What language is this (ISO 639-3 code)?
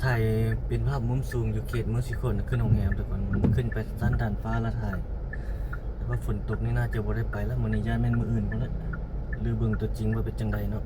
lao